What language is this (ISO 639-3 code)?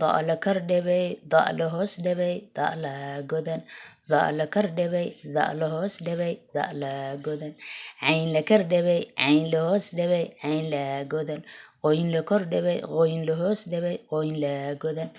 som